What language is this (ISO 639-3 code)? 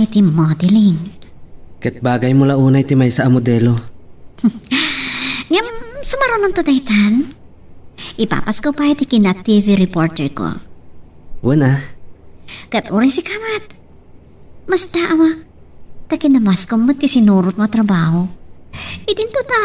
ilo